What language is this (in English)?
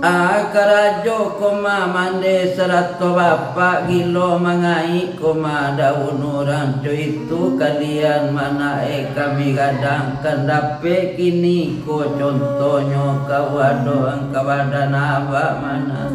Minangkabau